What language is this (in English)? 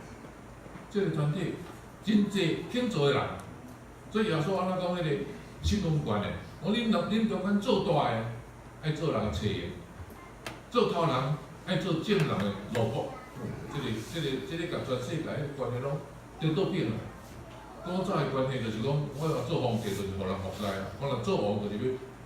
Min Nan Chinese